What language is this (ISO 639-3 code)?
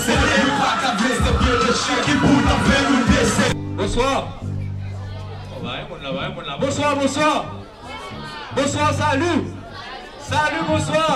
fra